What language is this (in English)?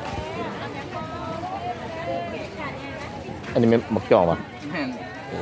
Lao